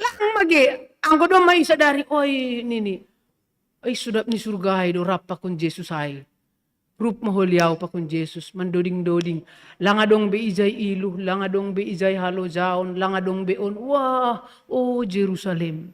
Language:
Batak Simalungun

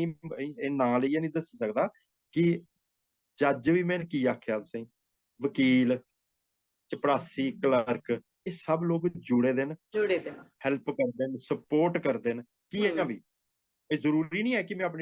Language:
Dogri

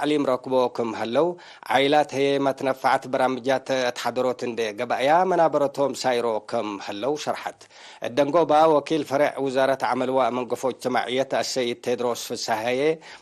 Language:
Tigre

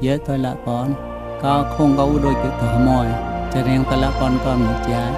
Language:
Mon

